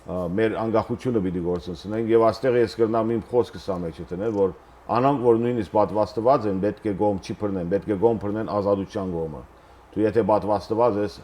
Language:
Western Armenian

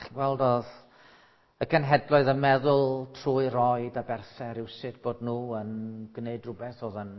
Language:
Welsh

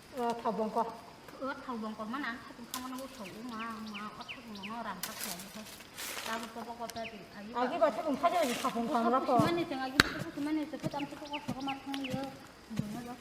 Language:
Kok Borok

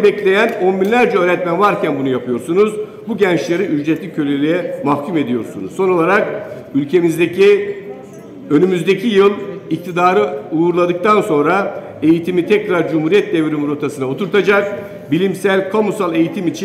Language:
Turkish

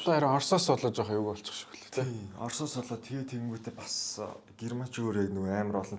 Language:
Mongolian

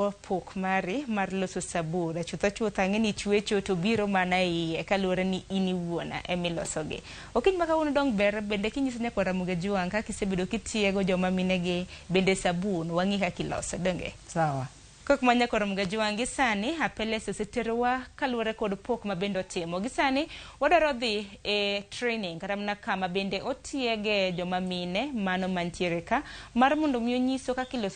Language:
Luo (Kenya and Tanzania)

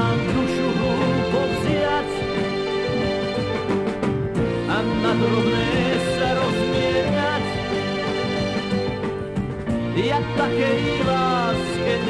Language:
Slovak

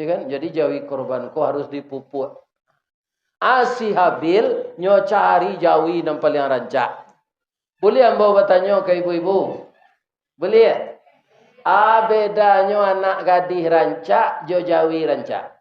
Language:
Minangkabau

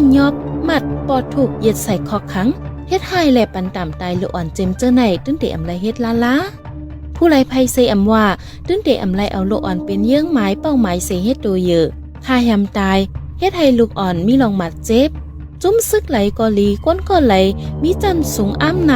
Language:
Shan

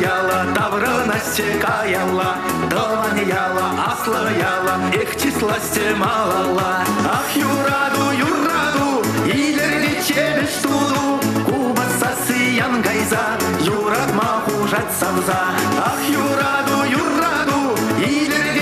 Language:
Chuvash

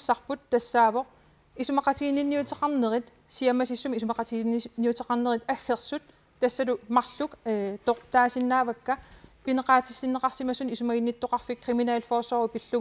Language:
Kalaallisut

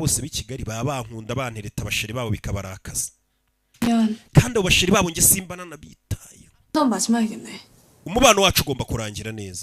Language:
Kinyarwanda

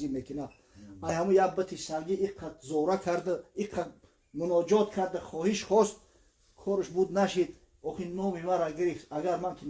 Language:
Tajik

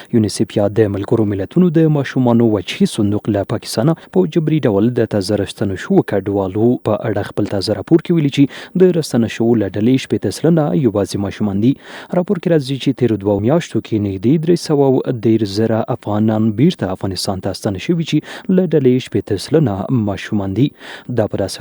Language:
Pashto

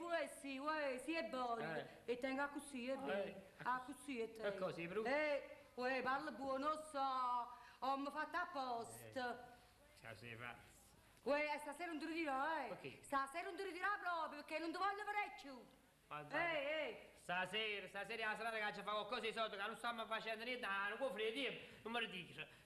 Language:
Neapolitan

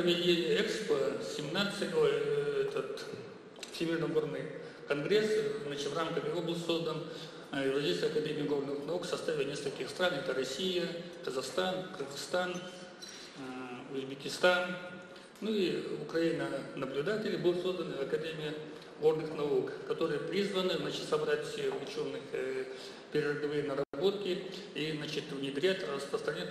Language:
Russian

